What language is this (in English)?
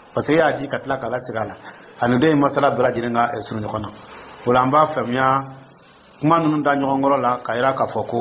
Dyula